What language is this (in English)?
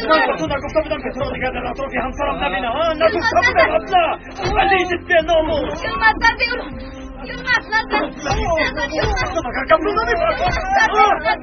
Tajik